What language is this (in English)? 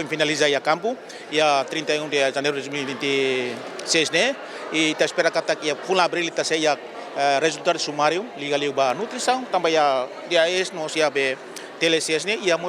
Tetum